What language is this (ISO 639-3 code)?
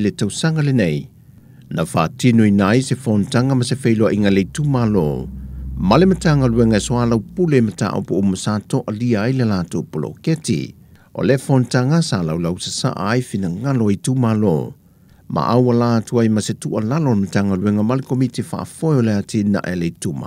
smo